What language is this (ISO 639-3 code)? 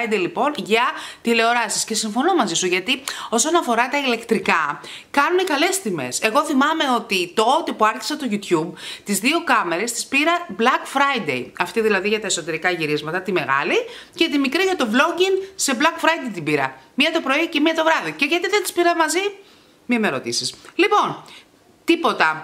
ell